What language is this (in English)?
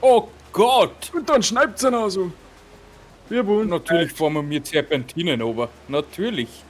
Bavarian